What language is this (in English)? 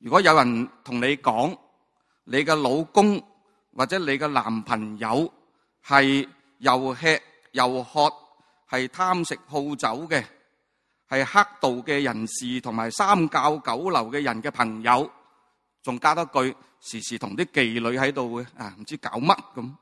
Cantonese